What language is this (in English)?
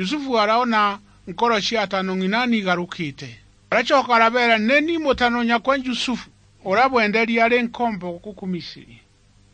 Meru